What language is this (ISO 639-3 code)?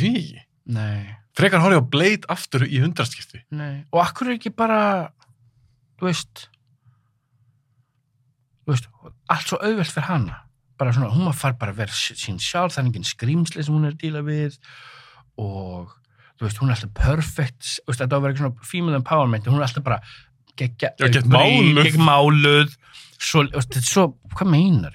isl